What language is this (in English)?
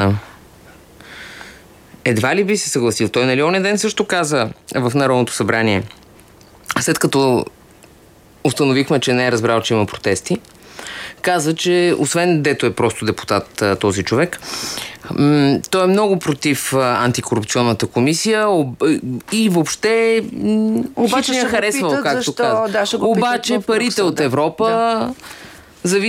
Bulgarian